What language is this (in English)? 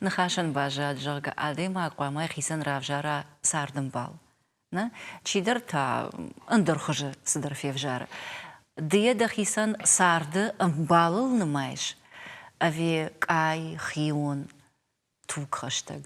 Ossetic